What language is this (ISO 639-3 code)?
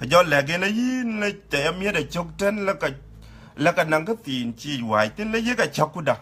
din